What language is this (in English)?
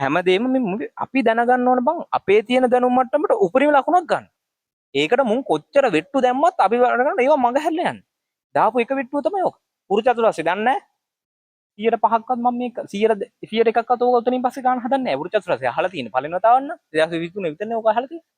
Sinhala